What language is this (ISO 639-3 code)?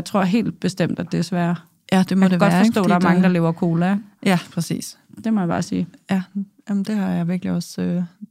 dan